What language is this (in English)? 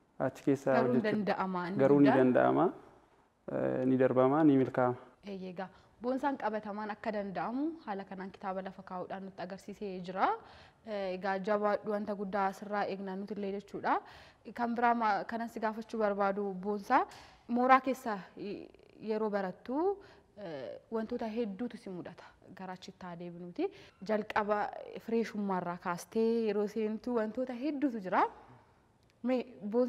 Oromo